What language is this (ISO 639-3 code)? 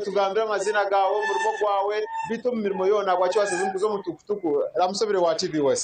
nyn